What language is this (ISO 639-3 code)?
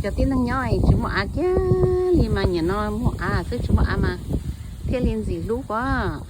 hmn